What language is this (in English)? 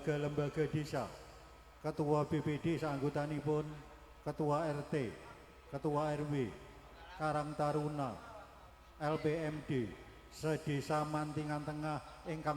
Javanese